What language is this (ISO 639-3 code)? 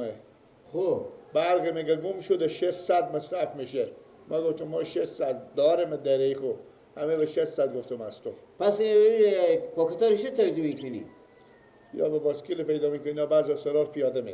fas